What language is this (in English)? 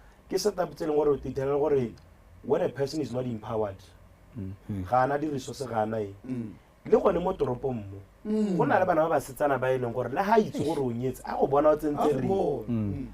Tswana